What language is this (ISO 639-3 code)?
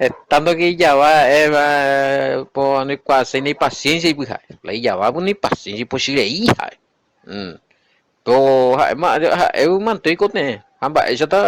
grn